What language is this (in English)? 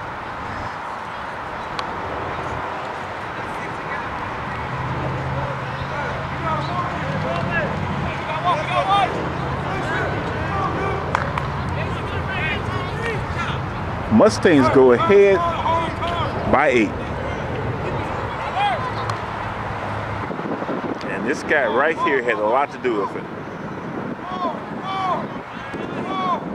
English